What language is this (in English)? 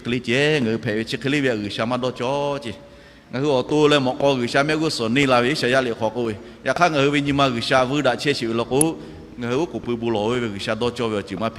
Lahu